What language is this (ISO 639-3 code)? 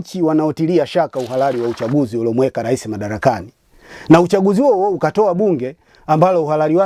swa